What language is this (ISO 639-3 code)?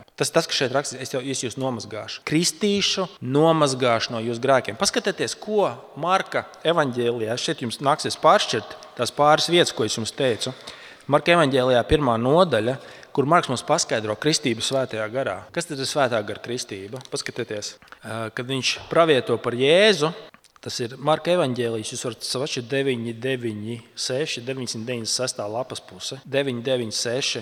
lav